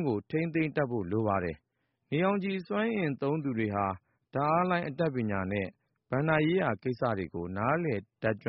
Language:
Burmese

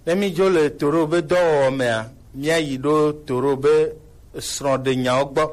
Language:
Gen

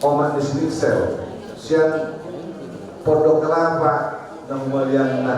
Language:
Batak Toba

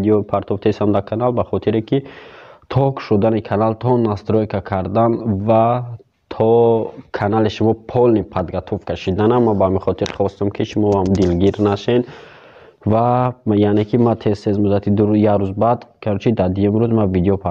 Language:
Tajik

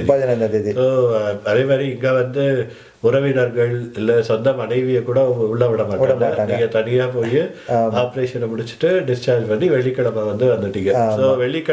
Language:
Tamil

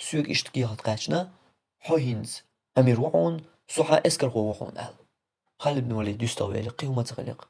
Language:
Chechen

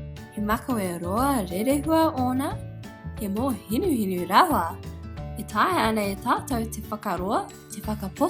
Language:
Māori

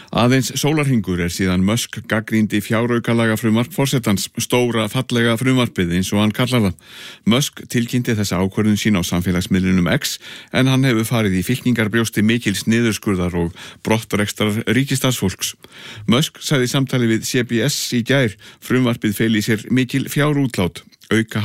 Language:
Icelandic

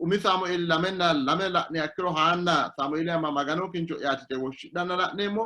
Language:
Sidamo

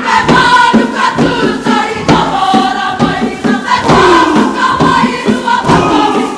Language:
Māori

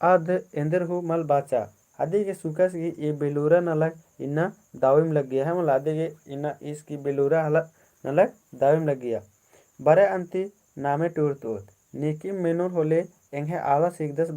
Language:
Kurukh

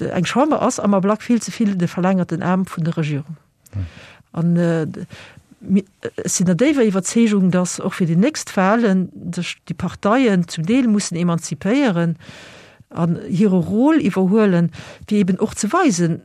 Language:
Luxembourgish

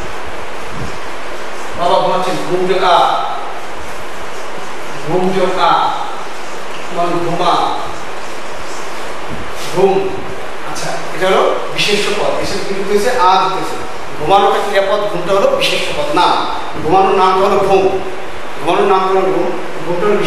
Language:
Bangla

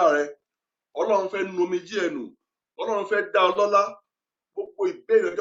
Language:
Yoruba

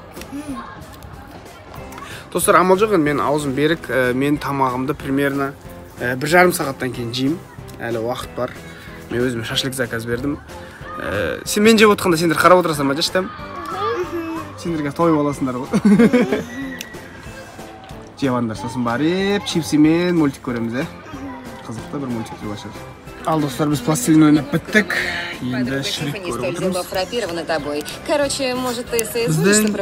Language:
Kazakh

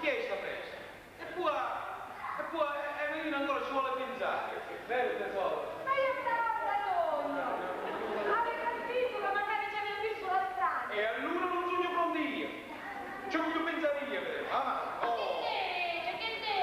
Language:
Sicilian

